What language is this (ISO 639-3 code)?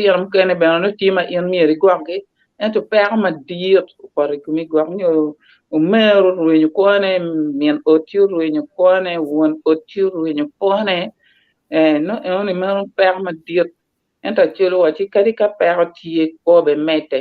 ach